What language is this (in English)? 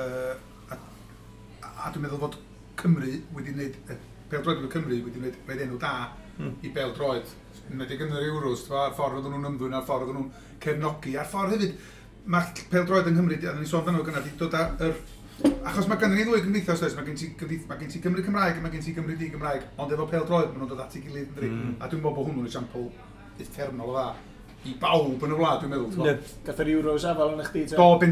Welsh